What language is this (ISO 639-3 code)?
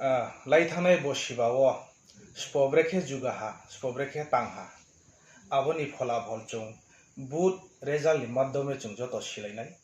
ria